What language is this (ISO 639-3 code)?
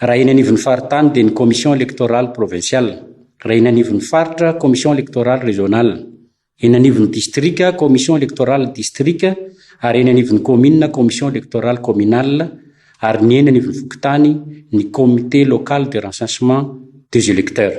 mlg